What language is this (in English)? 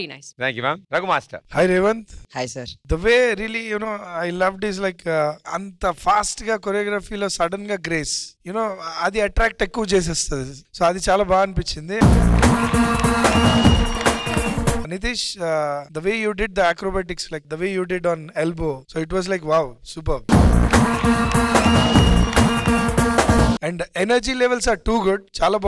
Telugu